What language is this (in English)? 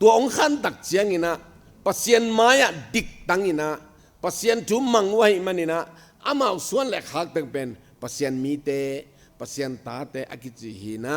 Tedim Chin